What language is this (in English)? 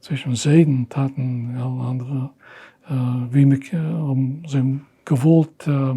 Yiddish